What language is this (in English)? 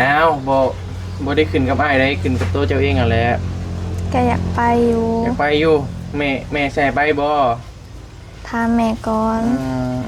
Northeastern Thai